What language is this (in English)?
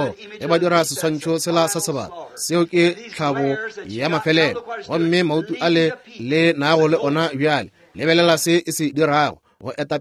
Northern Sotho